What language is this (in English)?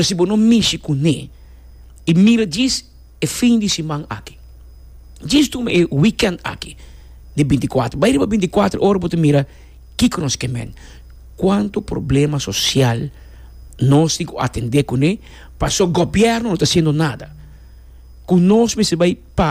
Papiamento